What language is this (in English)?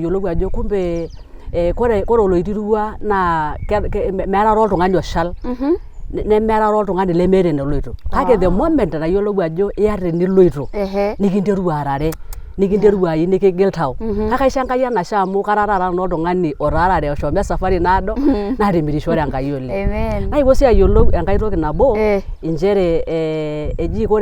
Masai